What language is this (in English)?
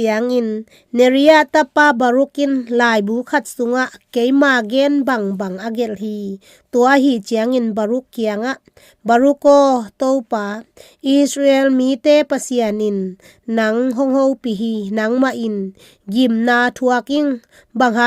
Tedim Chin